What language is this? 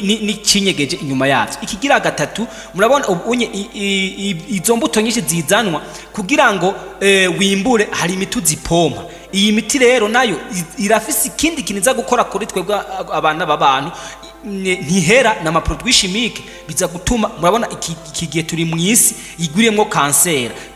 Rundi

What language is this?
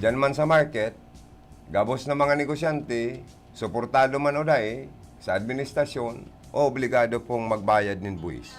Bikol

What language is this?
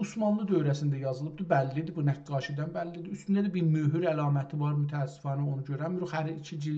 South Azerbaijani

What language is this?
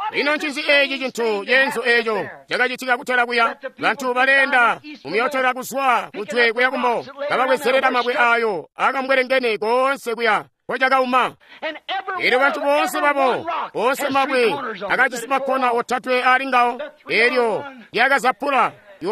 Tonga (Zambia)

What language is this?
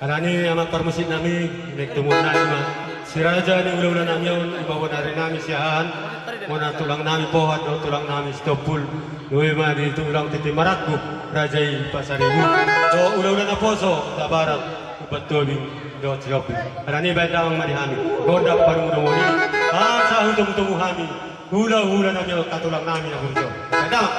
Batak Toba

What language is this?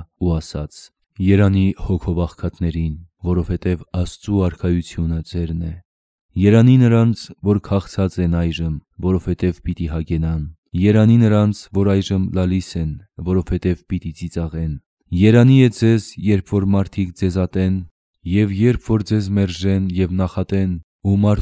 Armenian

